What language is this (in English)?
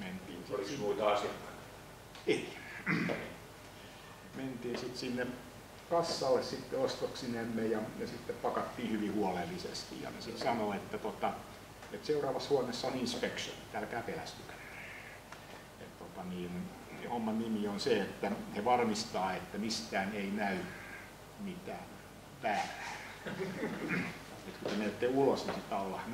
Finnish